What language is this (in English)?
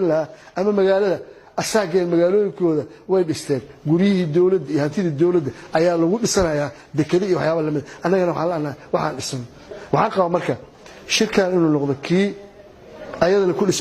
Somali